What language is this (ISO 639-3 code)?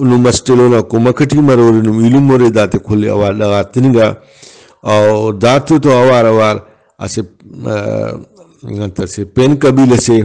brh